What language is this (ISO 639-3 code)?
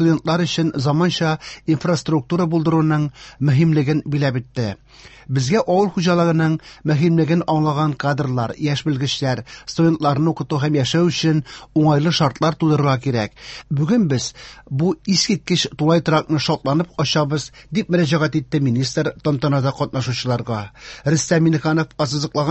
tat